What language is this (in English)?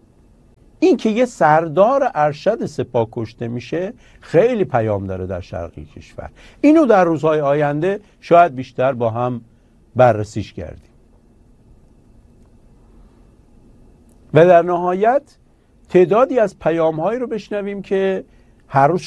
Persian